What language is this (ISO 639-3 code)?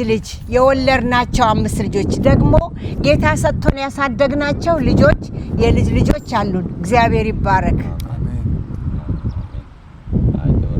amh